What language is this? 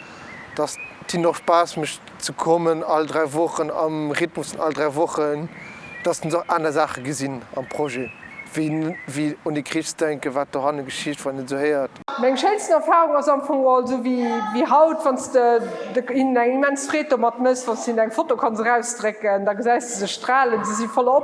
Luxembourgish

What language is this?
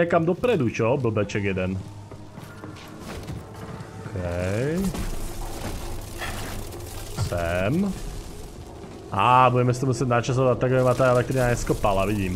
Slovak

